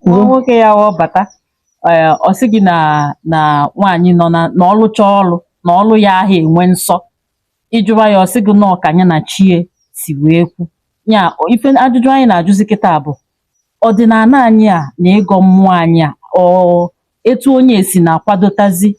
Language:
Igbo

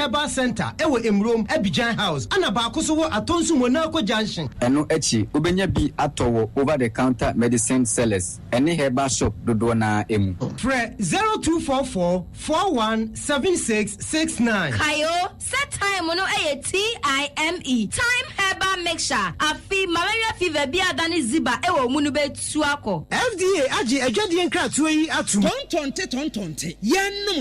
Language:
Akan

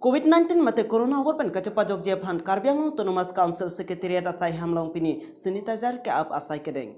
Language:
Karbi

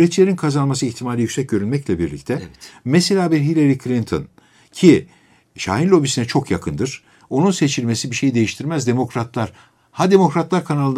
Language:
Turkish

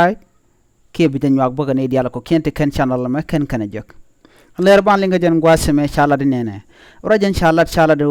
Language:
Nuer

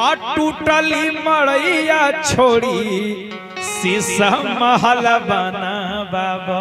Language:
Magahi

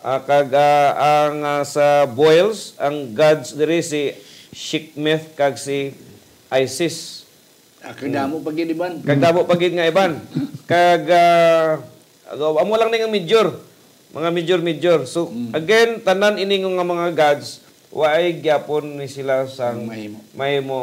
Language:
Hiligaynon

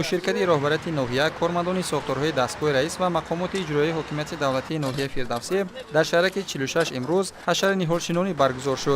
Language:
Tajik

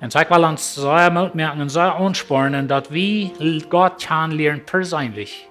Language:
Plautdietsch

